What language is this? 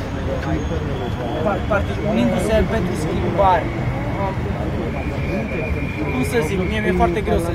Romanian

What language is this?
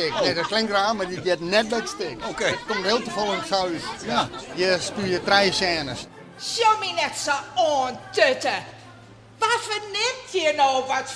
Western Frisian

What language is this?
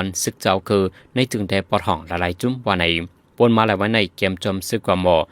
Shan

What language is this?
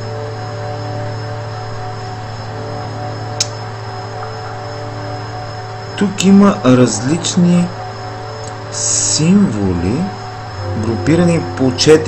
Bulgarian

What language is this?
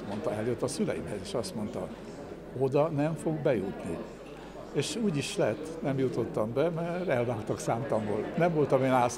Hungarian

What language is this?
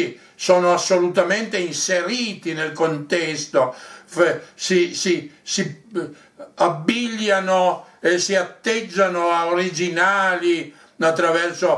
Italian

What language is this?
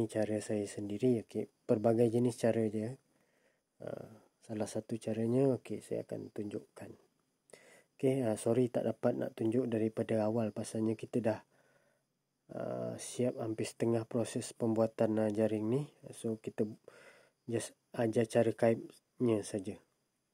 Malay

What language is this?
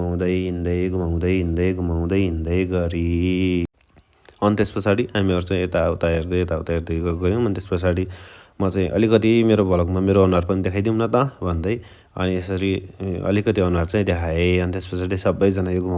Nepali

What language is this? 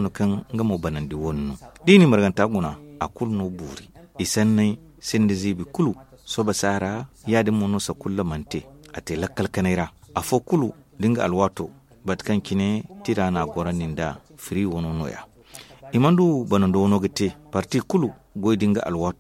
Zarma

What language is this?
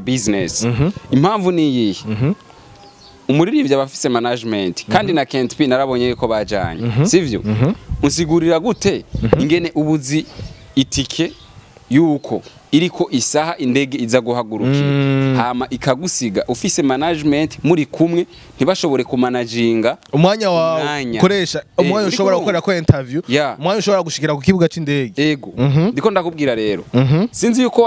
Rundi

